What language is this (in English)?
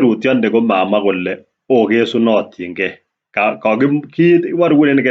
Kalenjin